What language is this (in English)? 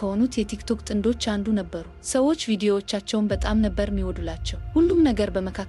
Amharic